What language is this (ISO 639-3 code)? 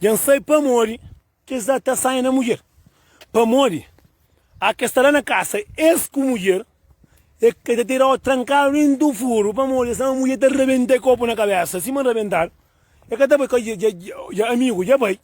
kea